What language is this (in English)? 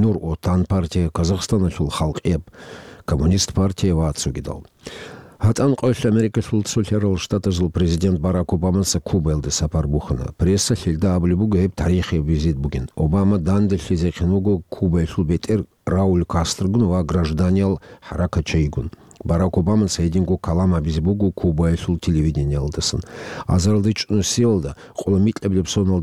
Avaric